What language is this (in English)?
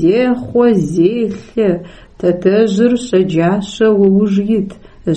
Adyghe